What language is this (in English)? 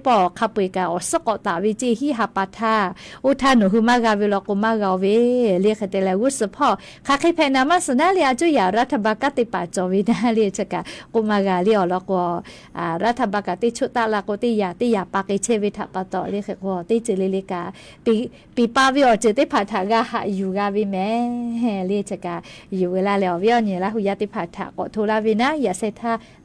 Lahu